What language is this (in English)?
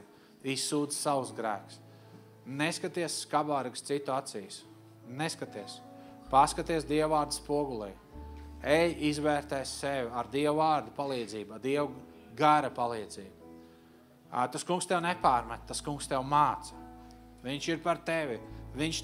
Latvian